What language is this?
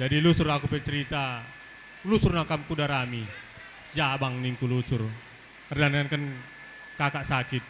Batak Karo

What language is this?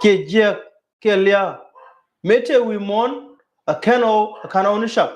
Nuer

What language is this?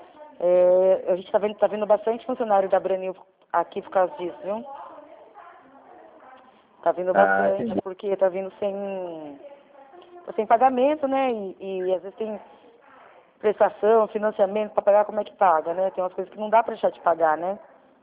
Portuguese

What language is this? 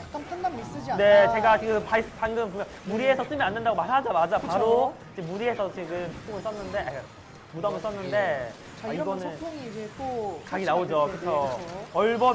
Korean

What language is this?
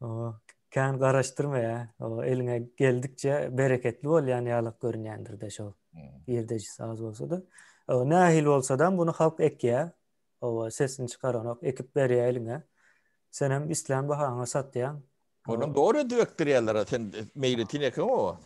Turkmen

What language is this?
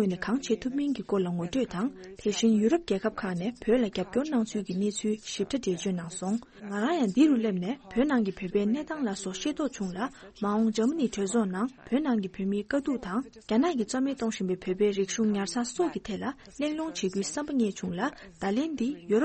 Tibetan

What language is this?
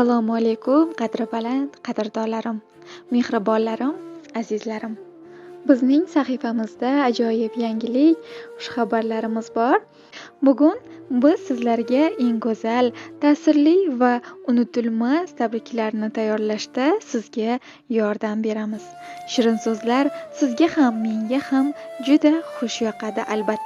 Uzbek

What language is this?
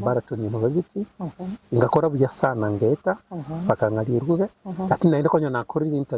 Gusii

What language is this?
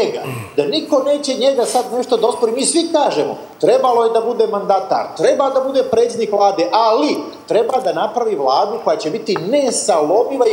Serbian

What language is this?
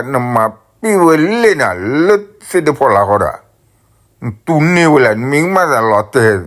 S'gaw Karen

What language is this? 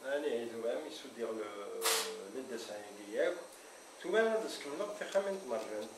Kabyle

